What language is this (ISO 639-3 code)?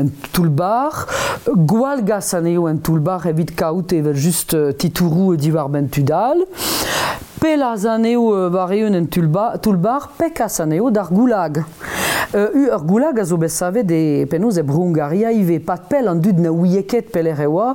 bre